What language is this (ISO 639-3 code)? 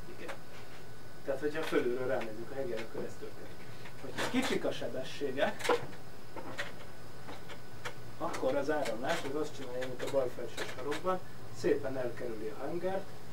hun